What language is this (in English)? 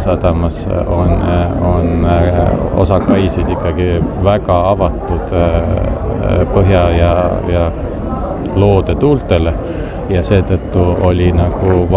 Estonian